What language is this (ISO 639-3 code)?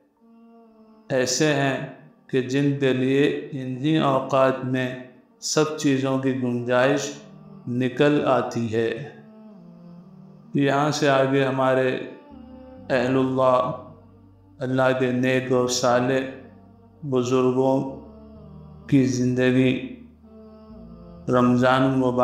urd